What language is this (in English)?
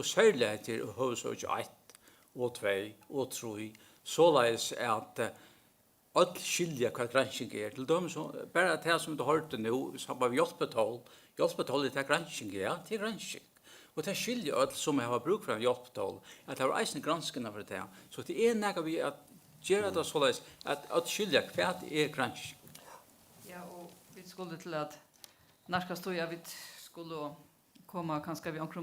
Faroese